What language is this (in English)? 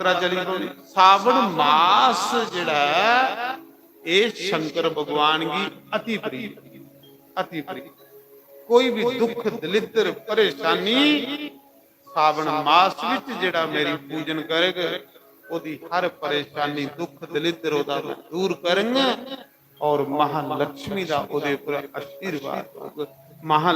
Dogri